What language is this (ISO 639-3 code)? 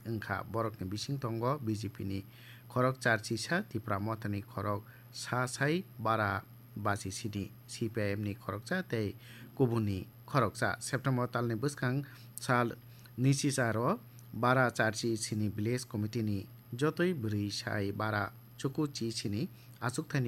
trp